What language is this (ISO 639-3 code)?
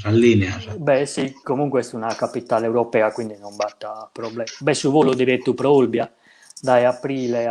srd